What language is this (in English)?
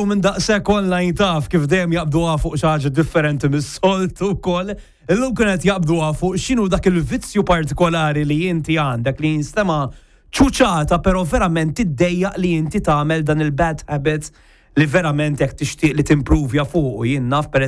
Maltese